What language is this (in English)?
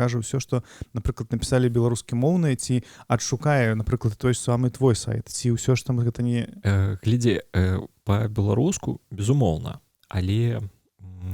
Belarusian